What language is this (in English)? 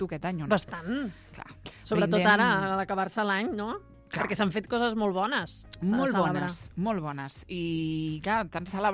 Catalan